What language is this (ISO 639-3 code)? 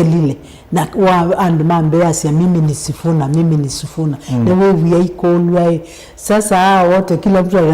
kam